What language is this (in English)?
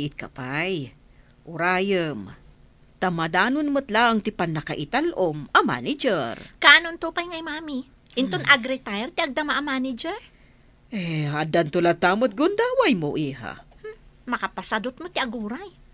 Iloko